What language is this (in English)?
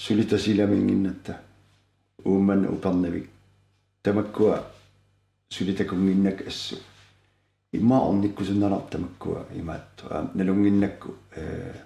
Kalaallisut